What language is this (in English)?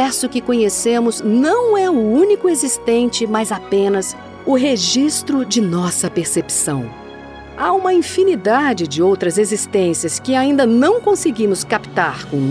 Portuguese